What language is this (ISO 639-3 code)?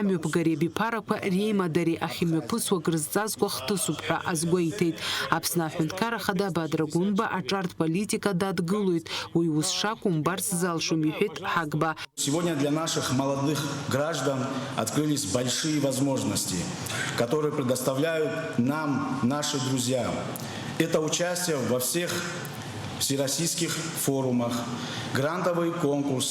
abk